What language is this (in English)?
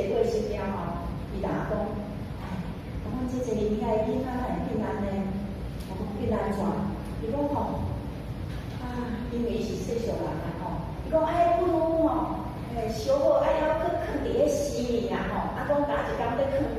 Min Nan Chinese